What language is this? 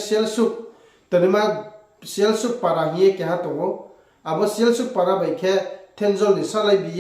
Riang (India)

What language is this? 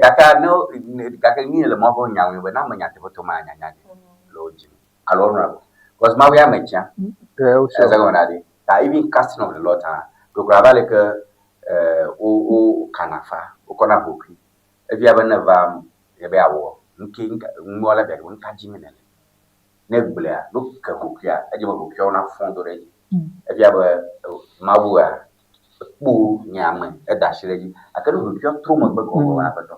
Ewe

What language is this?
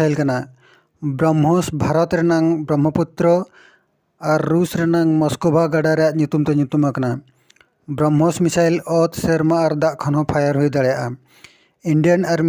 Santali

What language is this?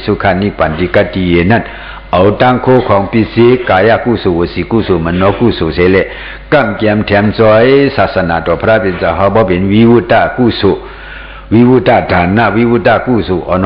Shan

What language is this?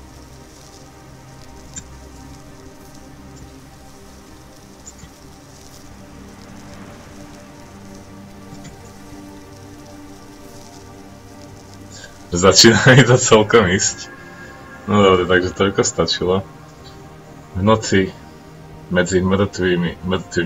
Slovak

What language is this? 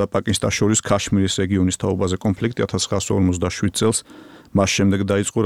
Georgian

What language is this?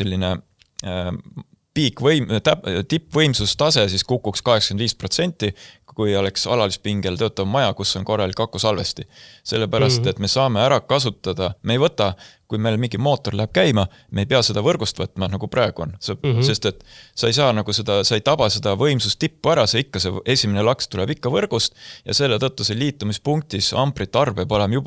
Estonian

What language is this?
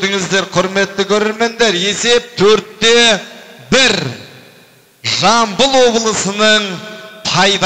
Kazakh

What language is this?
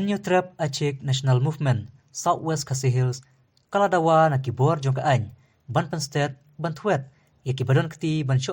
Khasi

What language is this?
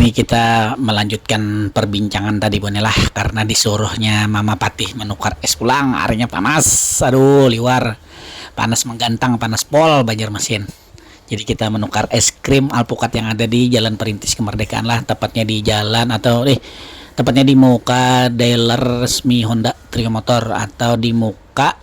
Banjar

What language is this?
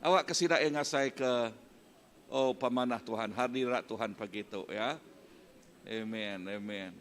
Iban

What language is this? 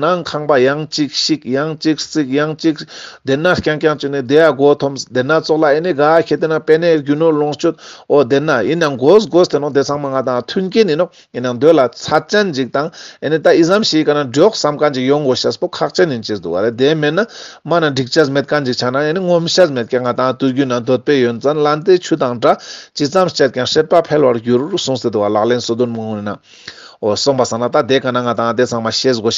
Ladakhi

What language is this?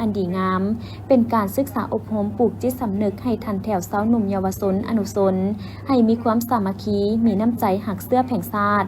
Lao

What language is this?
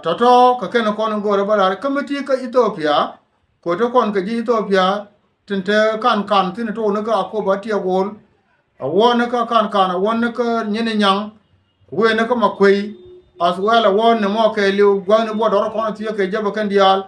Nuer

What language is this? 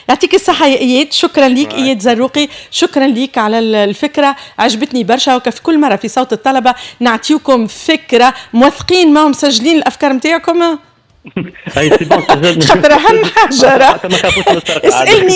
Tunisian Arabic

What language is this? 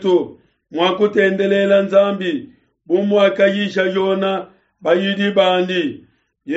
Luba-Lulua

